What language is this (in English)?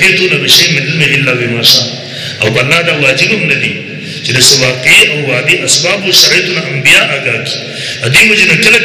Pashto